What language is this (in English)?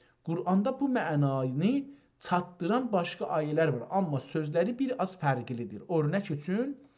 South Azerbaijani